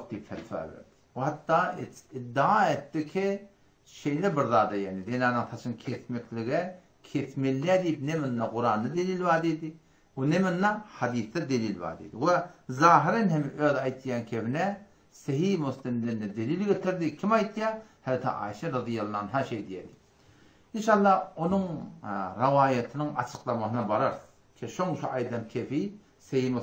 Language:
Turkmen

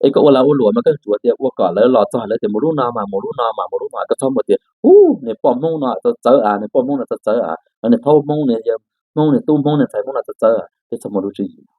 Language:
Hmong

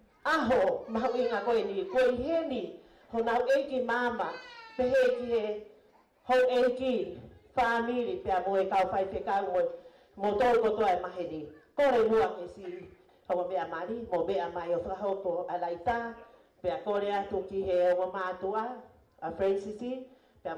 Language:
Tongan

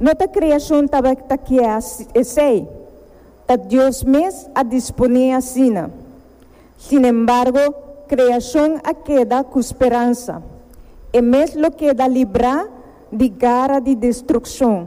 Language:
Papiamento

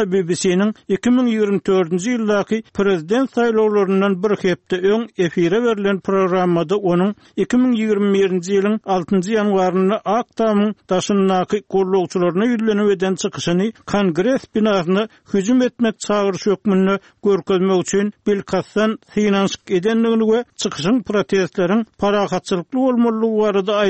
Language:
Turkmen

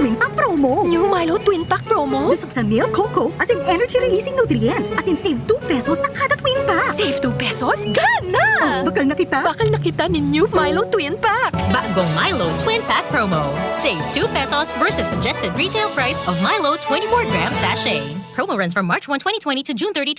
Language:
Bikol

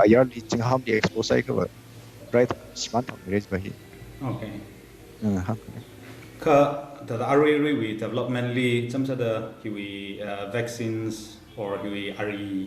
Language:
Tangkhul Naga (India)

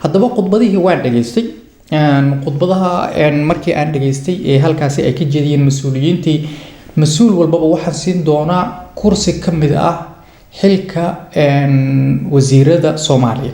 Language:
Somali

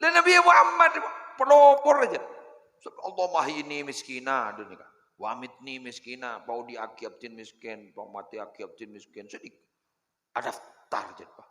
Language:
Madurese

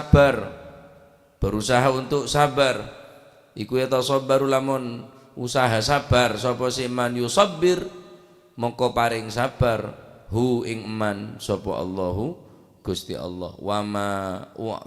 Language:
Madurese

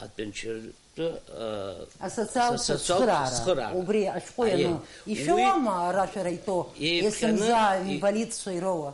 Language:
Abkhazian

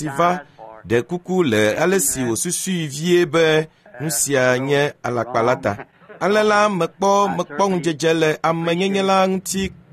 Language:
Ewe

